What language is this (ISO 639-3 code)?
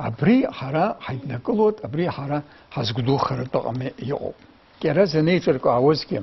abk